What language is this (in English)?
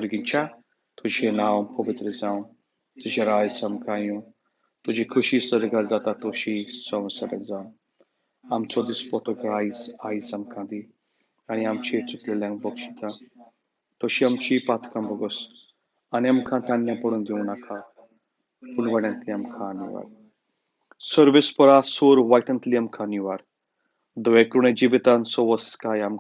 Konkani